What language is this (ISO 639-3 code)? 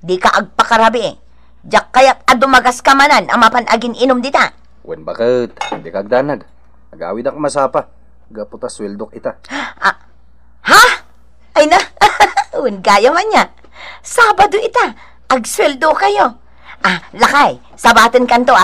ilo